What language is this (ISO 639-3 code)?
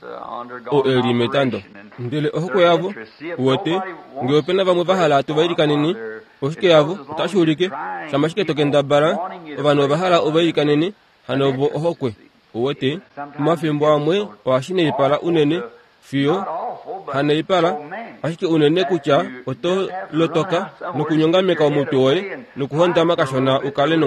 kua